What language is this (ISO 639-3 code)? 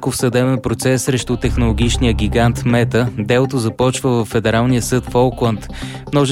bul